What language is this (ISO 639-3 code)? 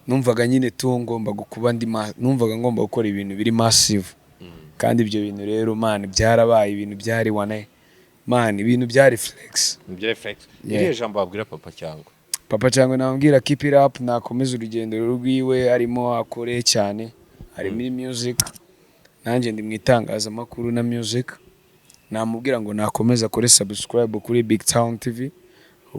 kin